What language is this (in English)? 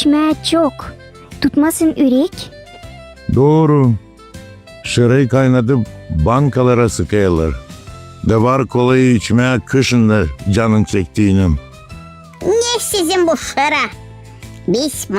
Gagauz